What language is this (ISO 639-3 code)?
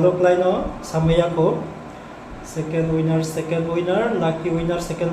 ria